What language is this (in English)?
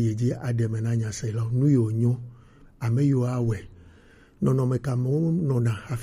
Gen